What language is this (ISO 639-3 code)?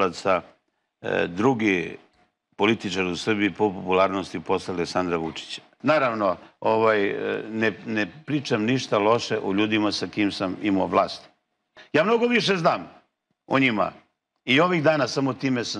srp